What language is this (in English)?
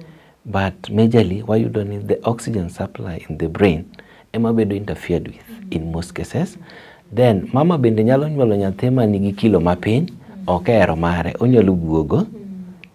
Luo (Kenya and Tanzania)